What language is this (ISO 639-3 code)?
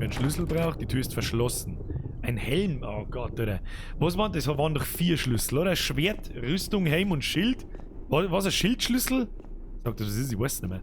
bar